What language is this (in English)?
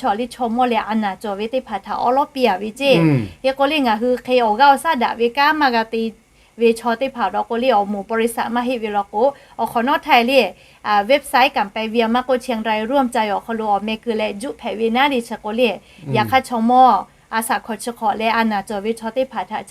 Lahu